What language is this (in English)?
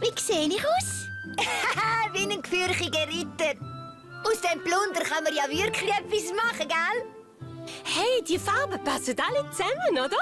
Swiss German